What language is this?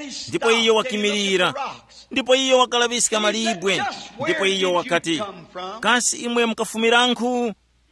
Tumbuka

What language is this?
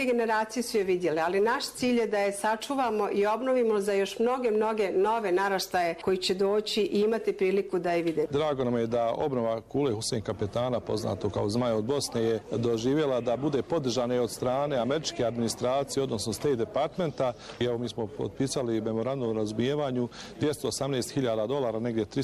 Bosnian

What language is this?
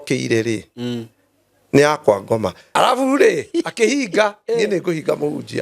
Kikuyu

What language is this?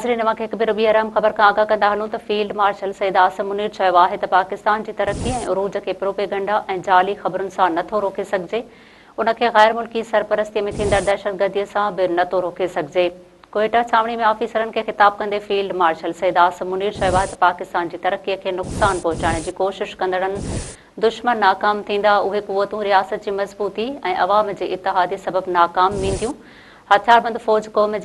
Sindhi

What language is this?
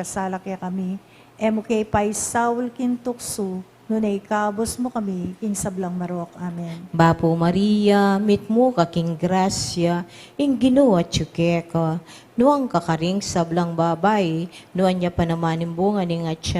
Pampanga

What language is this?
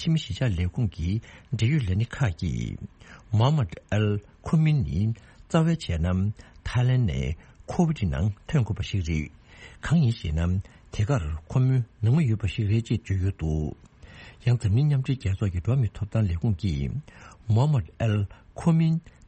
Tibetan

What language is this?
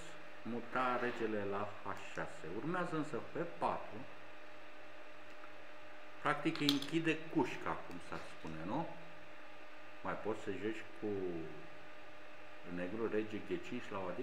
Romanian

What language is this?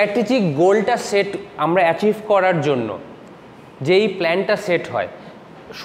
Bangla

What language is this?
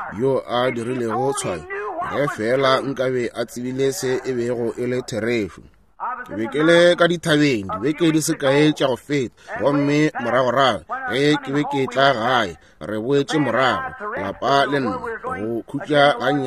Northern Sotho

